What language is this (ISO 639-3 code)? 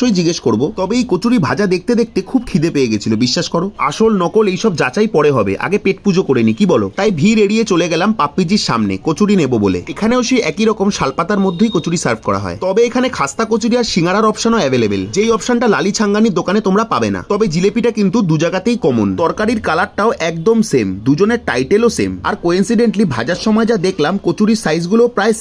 ben